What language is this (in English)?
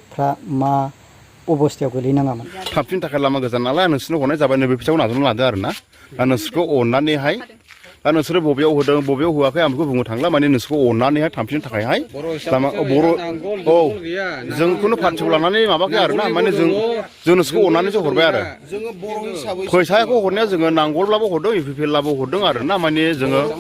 Bodo